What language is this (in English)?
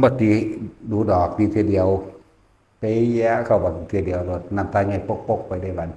Northeastern Thai